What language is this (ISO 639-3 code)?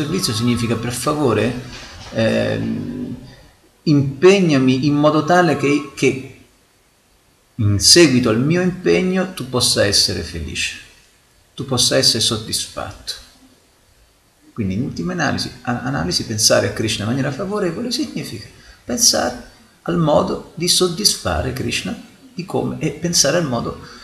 ita